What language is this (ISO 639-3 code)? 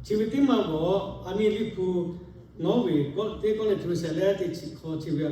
lhu